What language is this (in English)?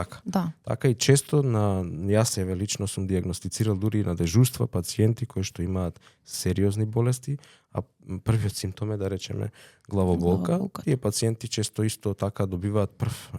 Macedonian